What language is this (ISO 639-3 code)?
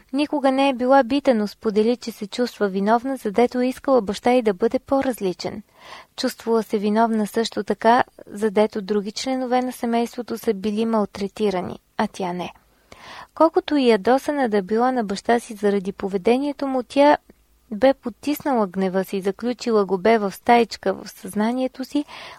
bul